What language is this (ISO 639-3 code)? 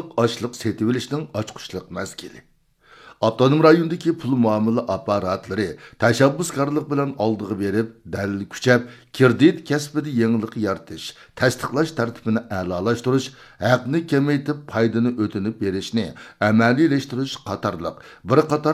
uig